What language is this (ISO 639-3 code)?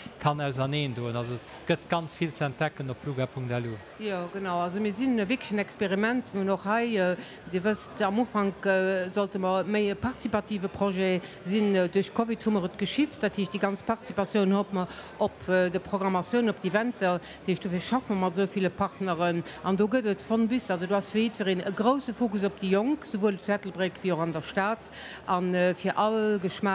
ltz